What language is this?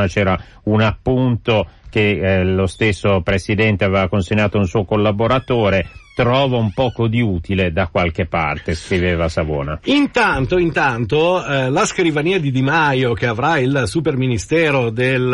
Italian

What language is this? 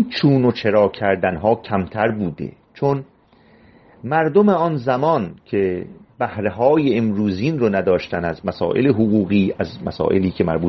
Persian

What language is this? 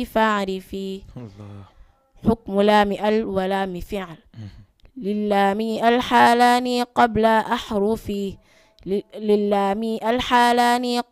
Fula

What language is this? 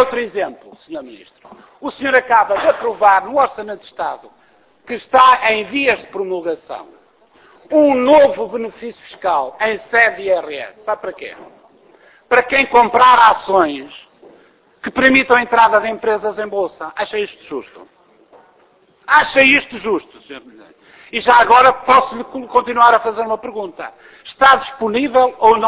Portuguese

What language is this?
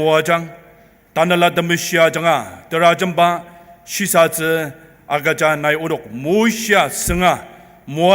Ao Naga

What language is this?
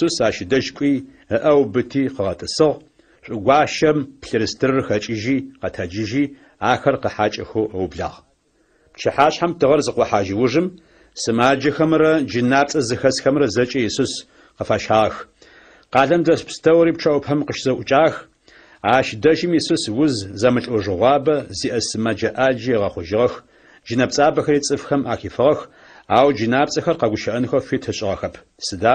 Adyghe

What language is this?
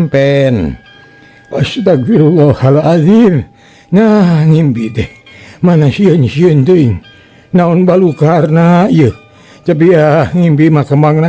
Sundanese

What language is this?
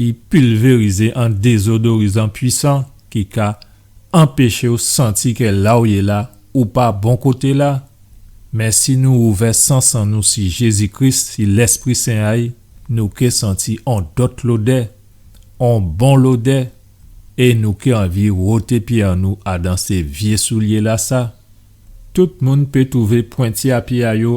Guadeloupean Creole French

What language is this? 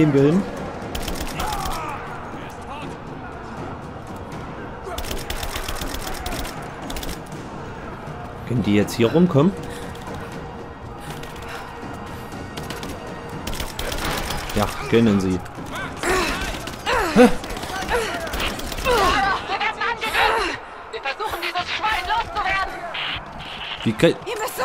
German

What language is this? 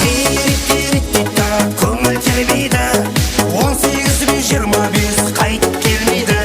Kara-Kalpak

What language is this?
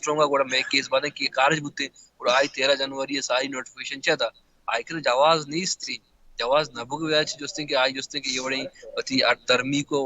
Baluchi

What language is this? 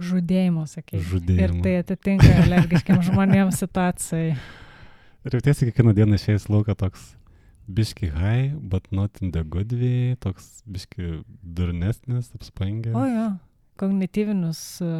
Lithuanian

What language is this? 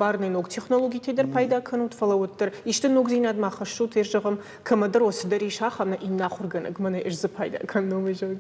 Ossetic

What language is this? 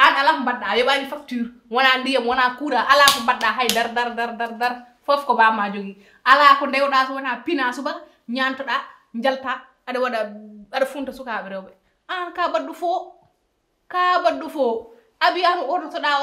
Fula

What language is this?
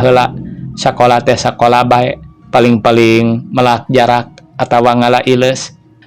Sundanese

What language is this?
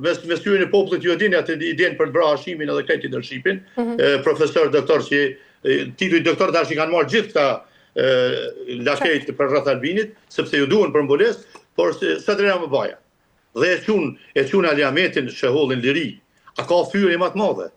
Albanian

